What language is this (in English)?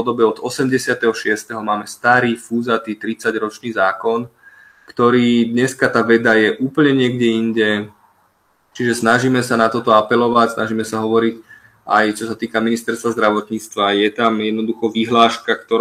Slovak